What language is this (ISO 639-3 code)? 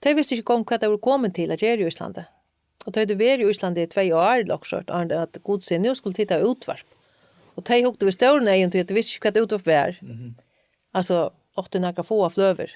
fao